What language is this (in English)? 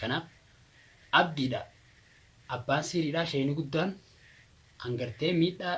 Oromo